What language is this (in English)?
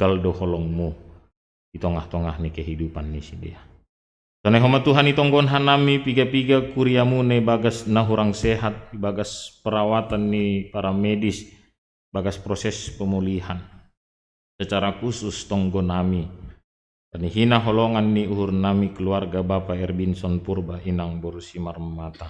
Batak Simalungun